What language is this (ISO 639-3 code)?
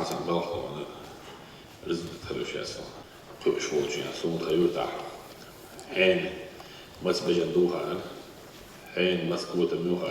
che